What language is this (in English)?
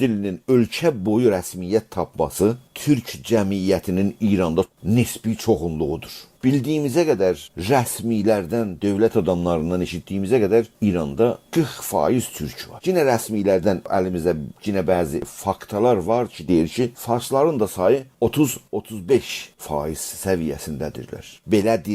South Azerbaijani